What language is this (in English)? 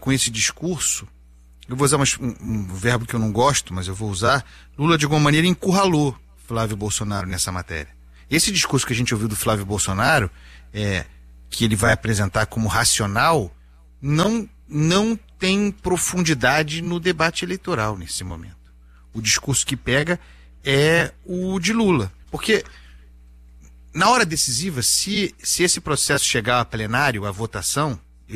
Portuguese